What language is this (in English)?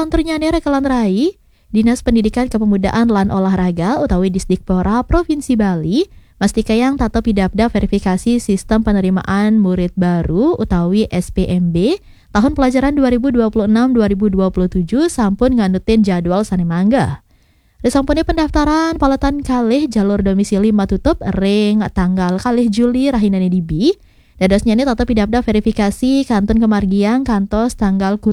Balinese